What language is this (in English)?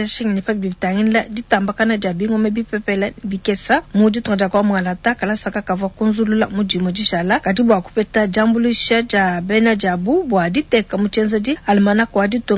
Luba-Lulua